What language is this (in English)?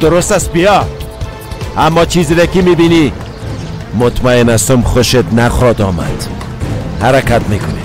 Persian